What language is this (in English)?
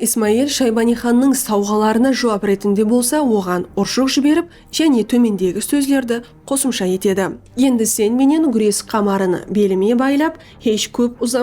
Kara-Kalpak